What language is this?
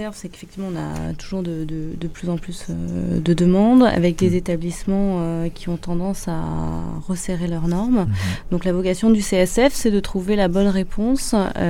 French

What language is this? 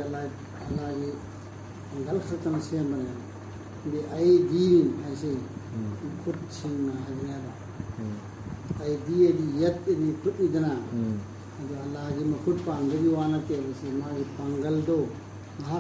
Manipuri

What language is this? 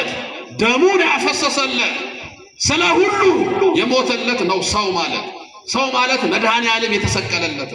Amharic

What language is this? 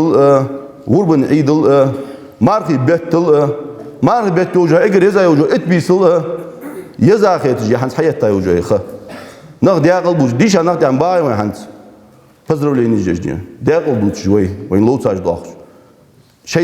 Ingush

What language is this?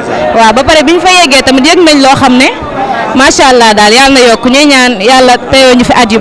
Wolof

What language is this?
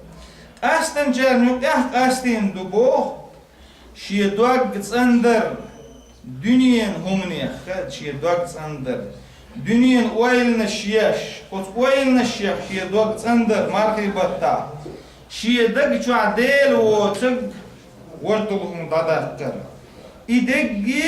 Chechen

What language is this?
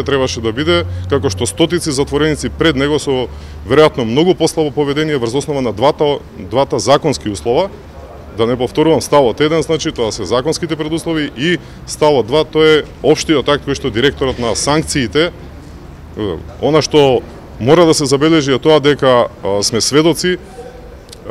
Macedonian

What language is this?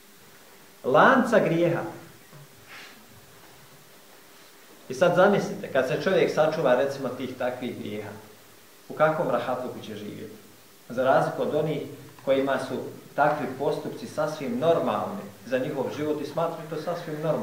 Bosnian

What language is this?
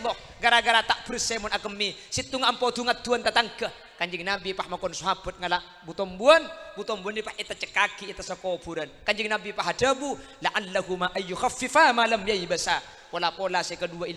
Madurese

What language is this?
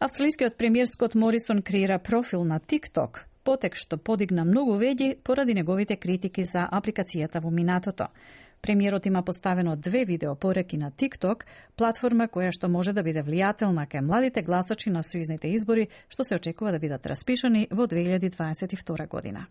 Macedonian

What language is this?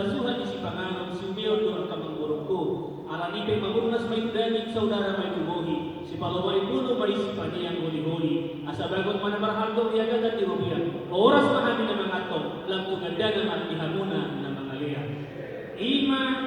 Batak Toba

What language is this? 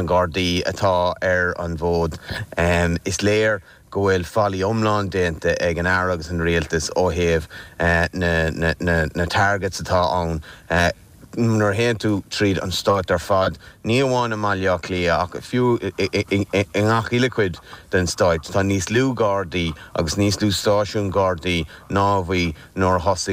Irish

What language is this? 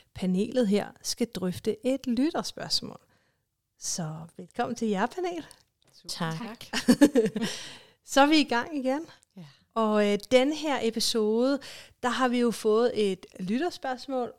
Danish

